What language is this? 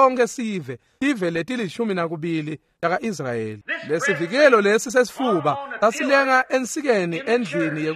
Swati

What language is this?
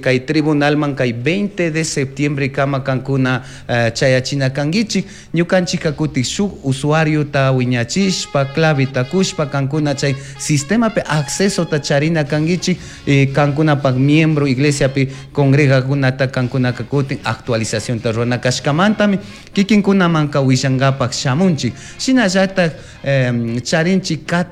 Chimborazo Highland Quichua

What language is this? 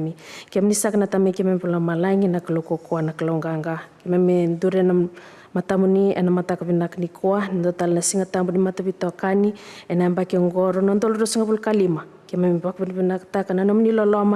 Fijian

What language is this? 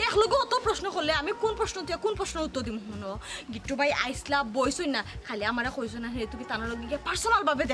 Sylheti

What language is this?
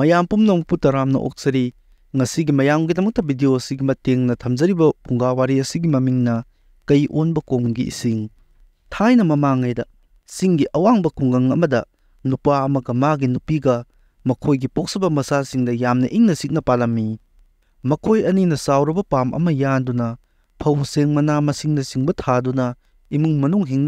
Manipuri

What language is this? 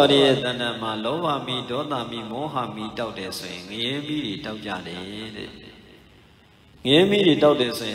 Burmese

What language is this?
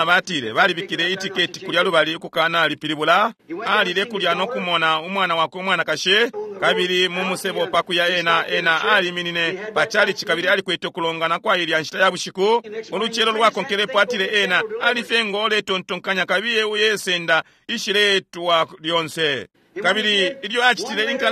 Bemba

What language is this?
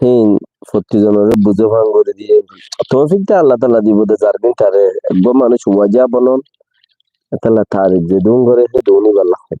Rohingya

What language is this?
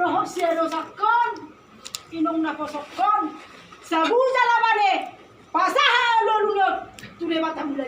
Batak Toba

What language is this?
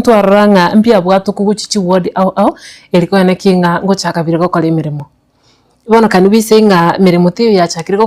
Gusii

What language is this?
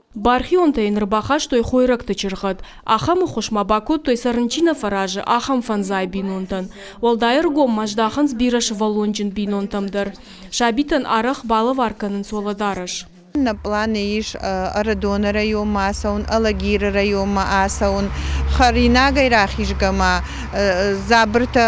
Ossetic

